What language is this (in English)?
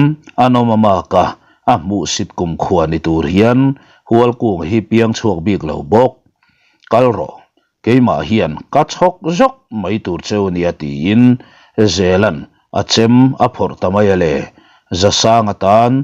Mizo